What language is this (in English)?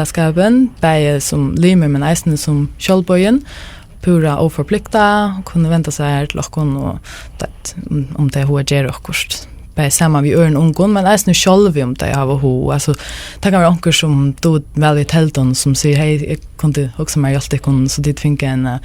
Faroese